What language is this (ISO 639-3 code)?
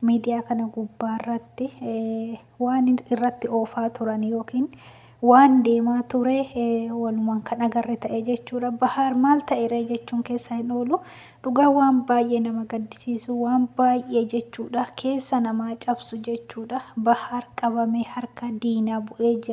orm